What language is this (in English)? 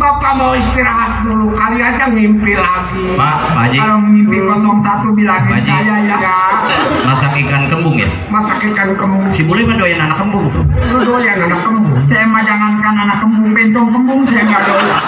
Betawi